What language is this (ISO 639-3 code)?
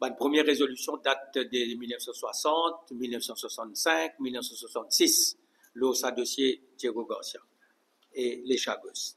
mfe